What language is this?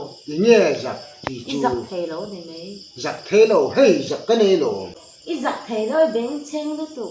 Hmar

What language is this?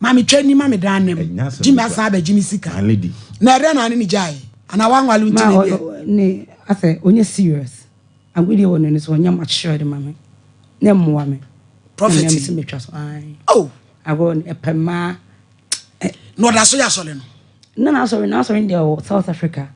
Akan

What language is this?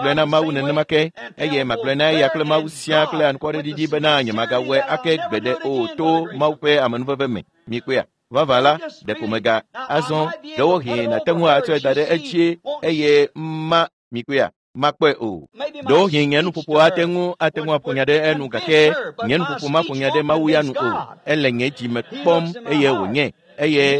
Ewe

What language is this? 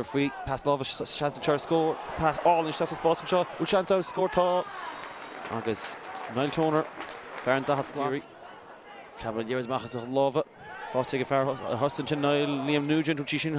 Irish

